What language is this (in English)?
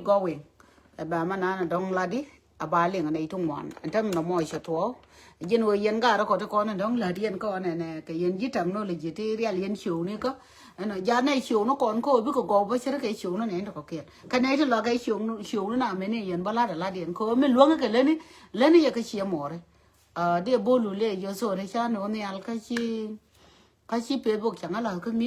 Nuer